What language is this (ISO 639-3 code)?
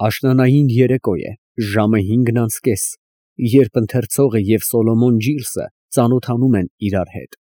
hye